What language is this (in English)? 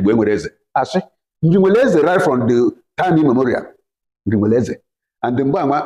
Igbo